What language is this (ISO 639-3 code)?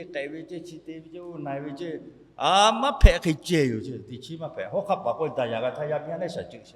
lhu